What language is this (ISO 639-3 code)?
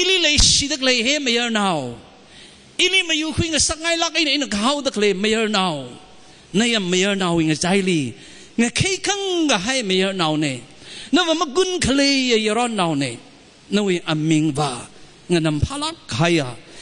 nmf